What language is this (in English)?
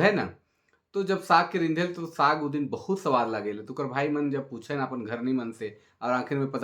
Sadri